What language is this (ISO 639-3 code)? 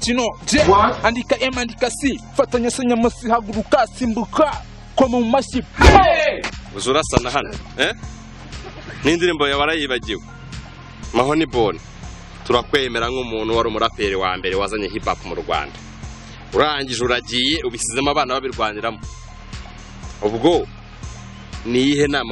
kin